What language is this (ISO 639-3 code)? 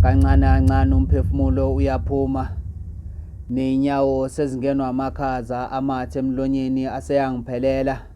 zul